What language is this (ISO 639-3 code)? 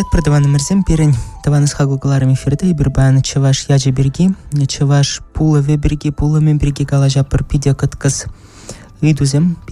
chv